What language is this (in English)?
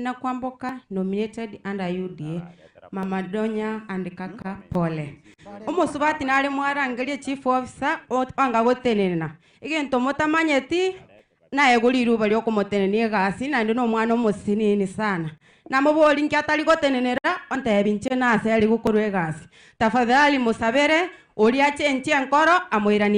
Gusii